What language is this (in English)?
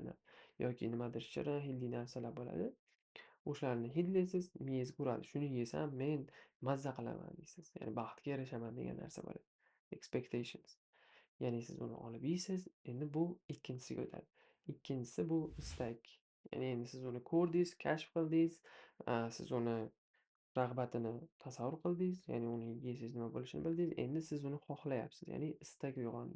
Uzbek